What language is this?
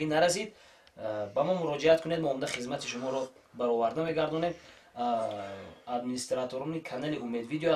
Tajik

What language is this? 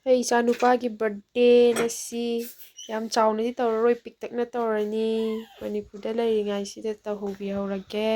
Manipuri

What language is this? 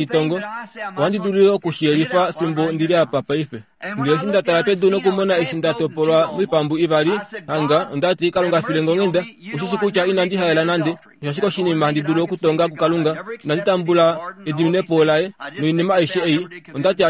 Kuanyama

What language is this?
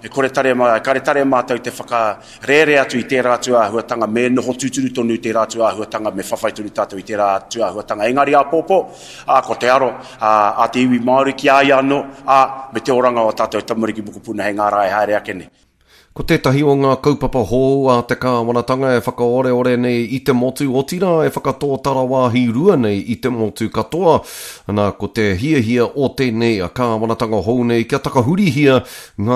Māori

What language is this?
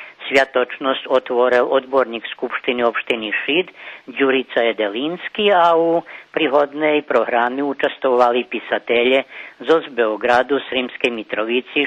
Rusyn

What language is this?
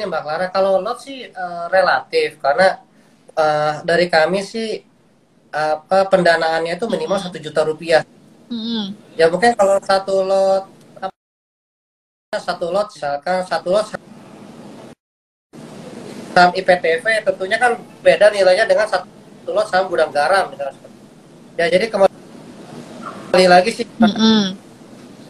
Indonesian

